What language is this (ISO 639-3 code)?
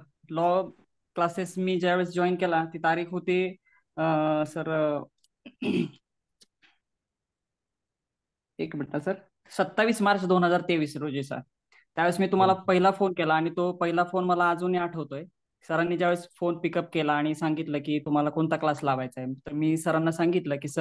mar